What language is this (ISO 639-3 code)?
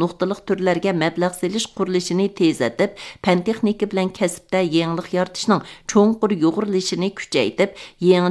uig